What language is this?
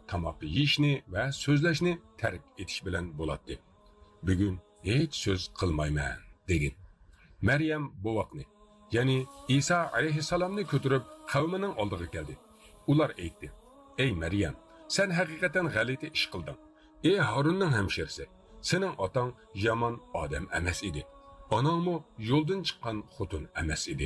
Uyghur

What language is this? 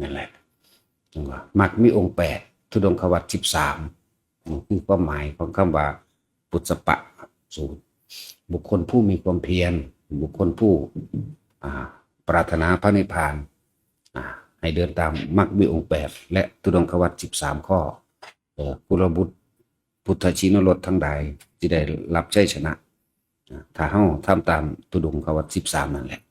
Northeastern Thai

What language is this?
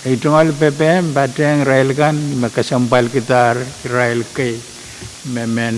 Pohnpeian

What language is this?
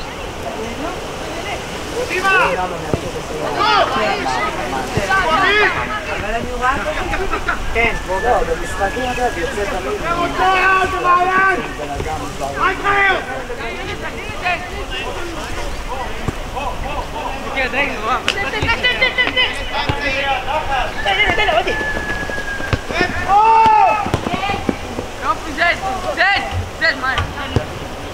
Hebrew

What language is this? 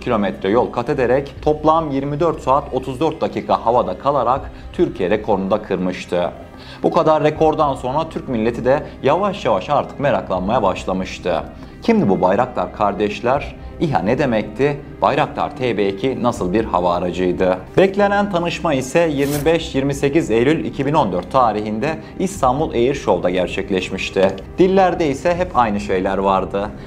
Turkish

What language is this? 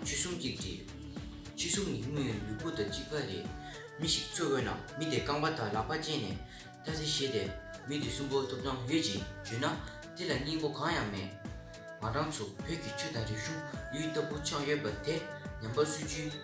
Tibetan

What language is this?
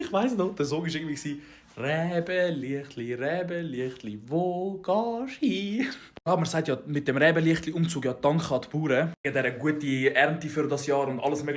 Swiss German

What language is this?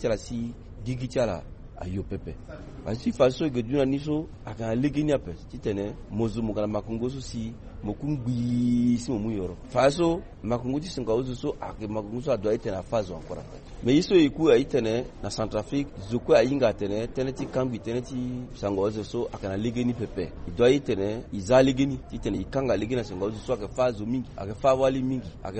Sango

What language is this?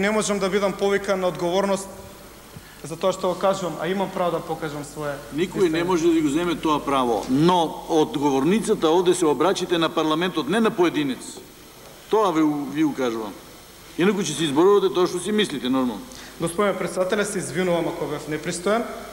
Macedonian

